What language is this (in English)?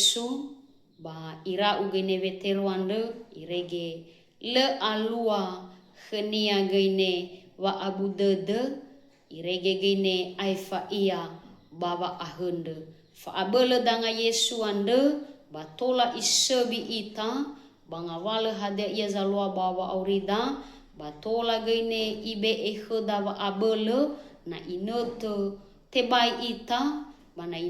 Nias